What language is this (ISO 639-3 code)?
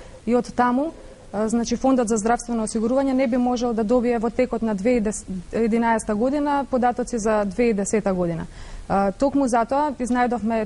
mkd